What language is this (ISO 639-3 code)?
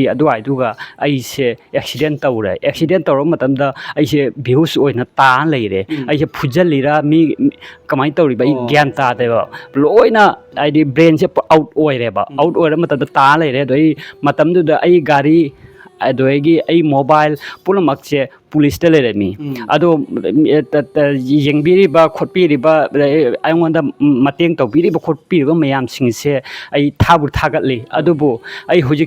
mni